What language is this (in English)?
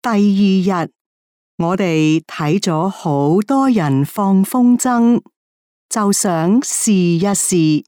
Cantonese